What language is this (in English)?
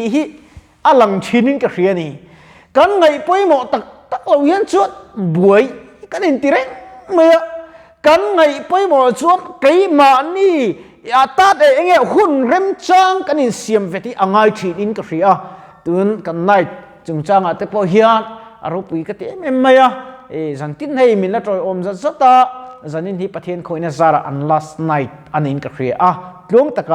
Mizo